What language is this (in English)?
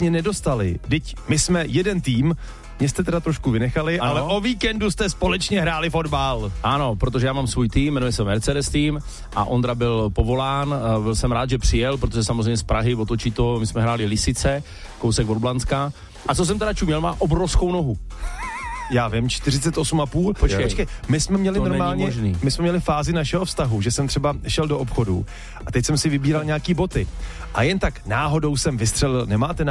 Czech